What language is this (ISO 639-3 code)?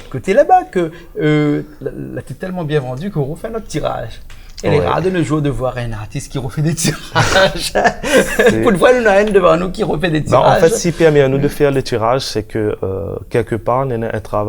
rcf